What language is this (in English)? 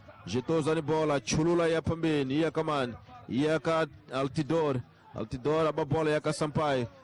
Tsonga